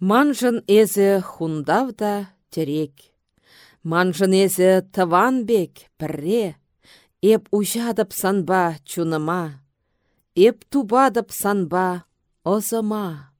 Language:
Chuvash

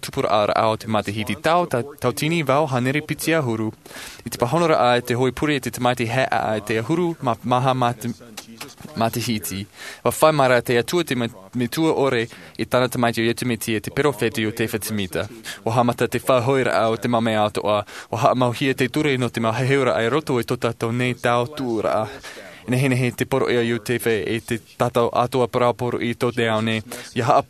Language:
Tahitian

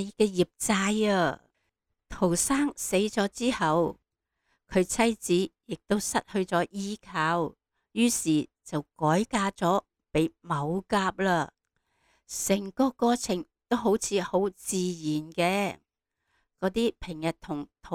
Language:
Cantonese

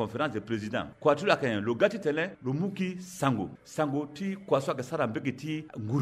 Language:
Sango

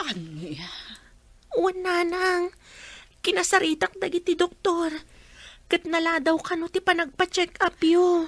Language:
Iloko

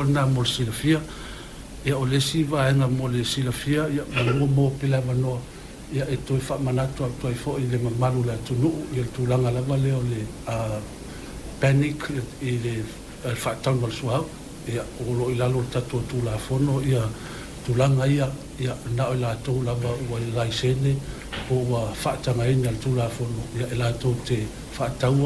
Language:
Samoan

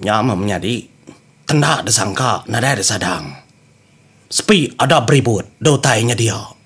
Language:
Iban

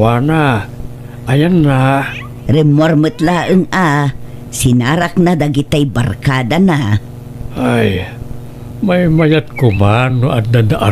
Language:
Iloko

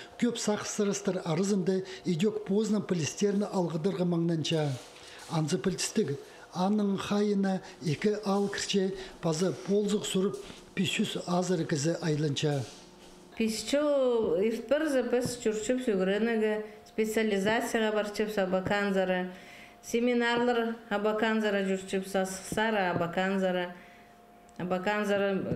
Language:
Khakas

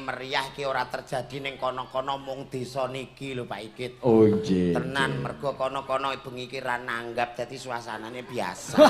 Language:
Javanese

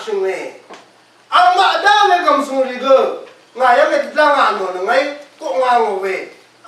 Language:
Rawang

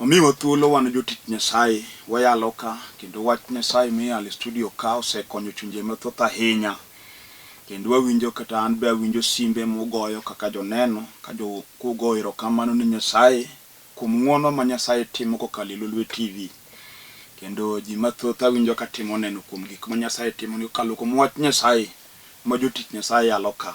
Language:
Luo (Kenya and Tanzania)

